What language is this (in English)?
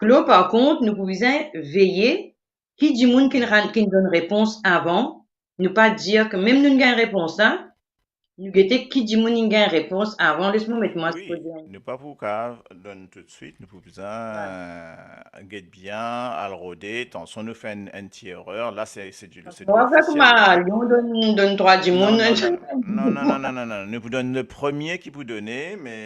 Morisyen